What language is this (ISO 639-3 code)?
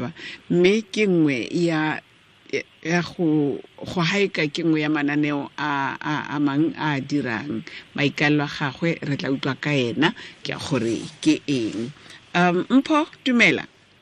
tsn